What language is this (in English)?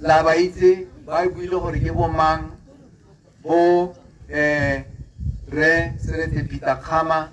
Tswana